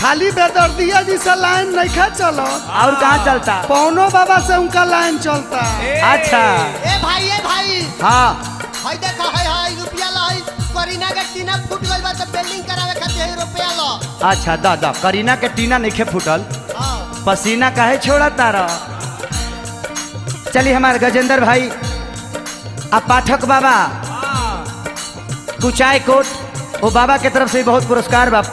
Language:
Bhojpuri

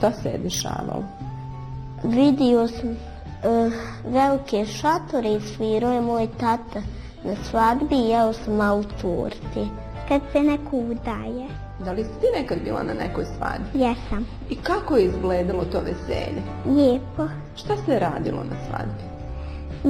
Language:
Bosnian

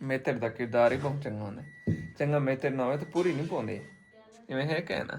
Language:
Saraiki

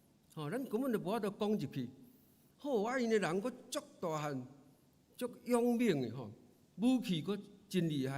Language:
Min Nan Chinese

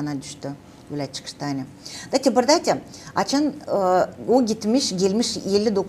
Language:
Gagauz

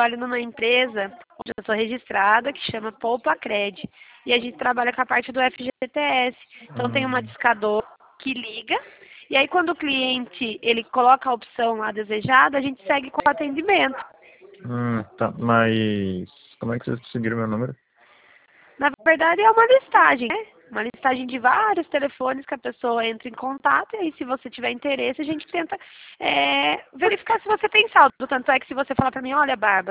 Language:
Portuguese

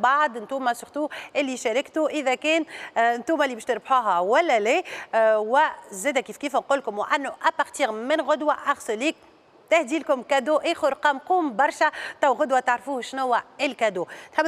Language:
Tunisian Arabic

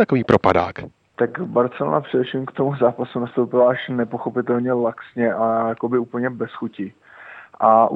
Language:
Czech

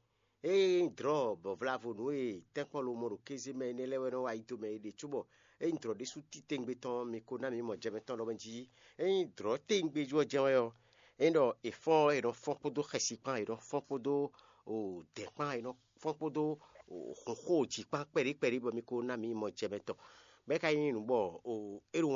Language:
Fon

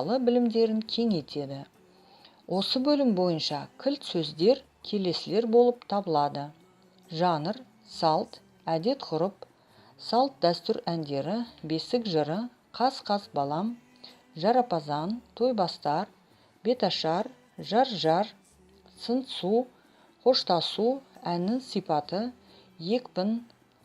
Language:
Kazakh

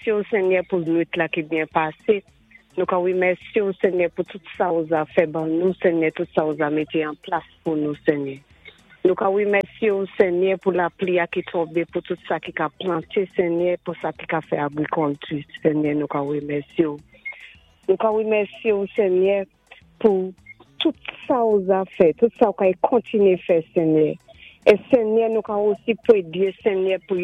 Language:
Saint Lucian Creole French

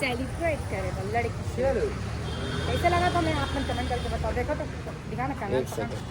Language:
Chhattisgarhi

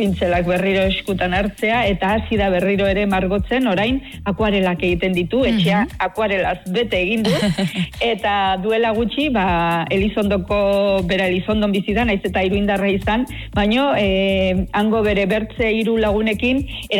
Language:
Basque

